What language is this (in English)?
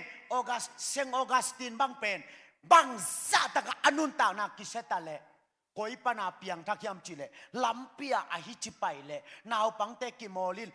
Tedim Chin